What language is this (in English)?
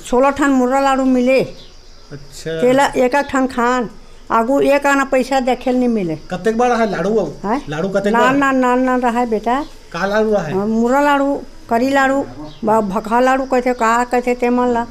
Chhattisgarhi